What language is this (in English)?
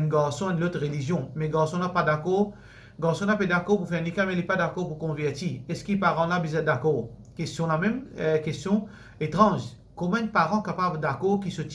Morisyen